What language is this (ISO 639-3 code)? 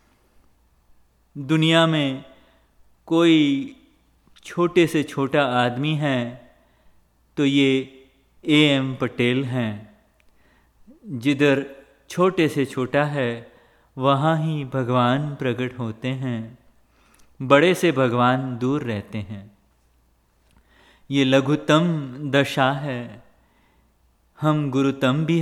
hin